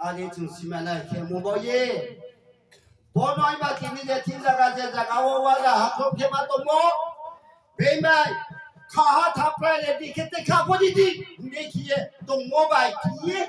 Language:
Riang (India)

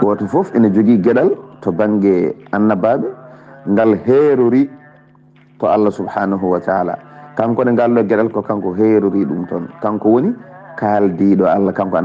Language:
Fula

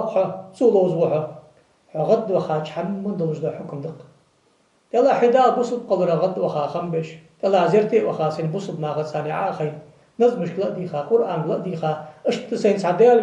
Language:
Ingush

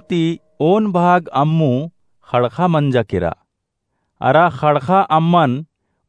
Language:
Kurukh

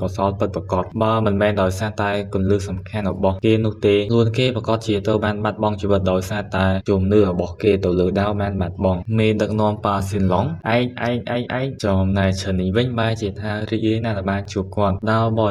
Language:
Khmer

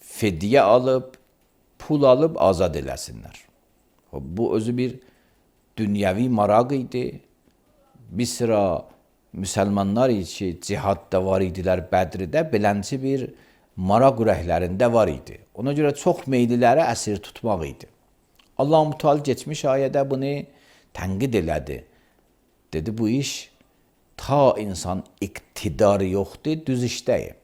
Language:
Azerbaijani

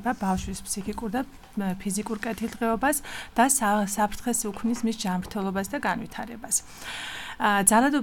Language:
Georgian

